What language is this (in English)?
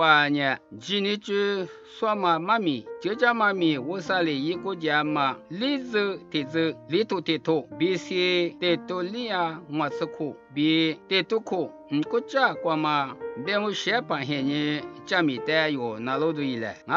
Lisu